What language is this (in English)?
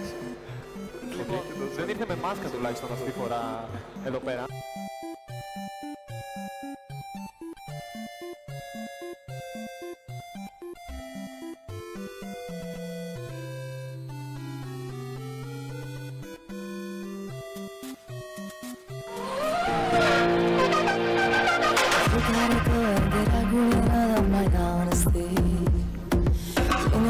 Greek